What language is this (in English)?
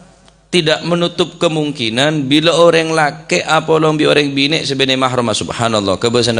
Madurese